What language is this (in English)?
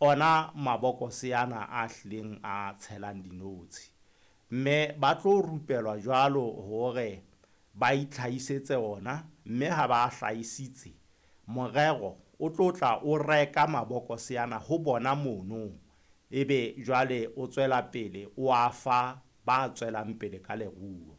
Southern Sotho